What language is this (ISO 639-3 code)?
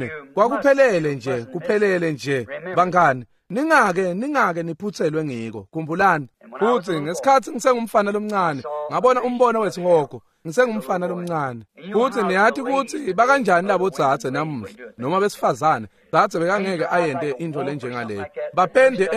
ssw